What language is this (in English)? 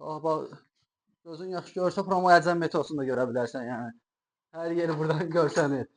Azerbaijani